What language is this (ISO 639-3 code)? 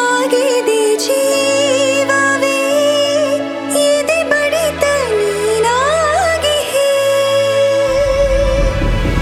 kan